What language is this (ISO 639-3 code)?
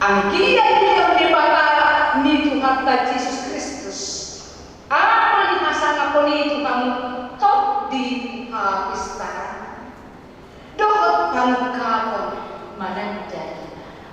bbc